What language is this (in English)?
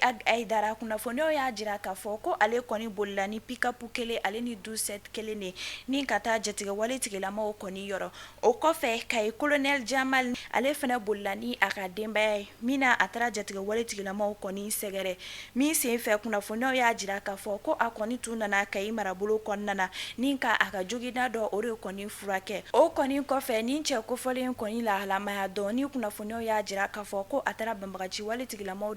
Bambara